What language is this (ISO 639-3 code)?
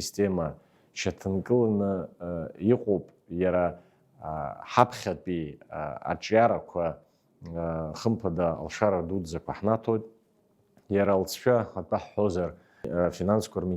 abk